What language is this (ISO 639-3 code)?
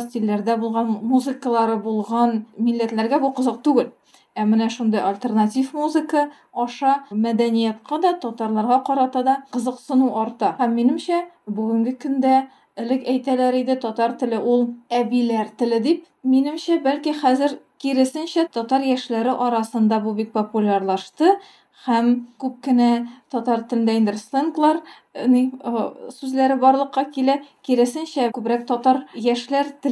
tat